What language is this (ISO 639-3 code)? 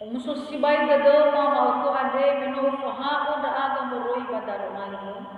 nia